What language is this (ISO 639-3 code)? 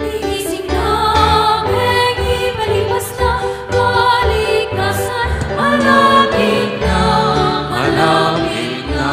pam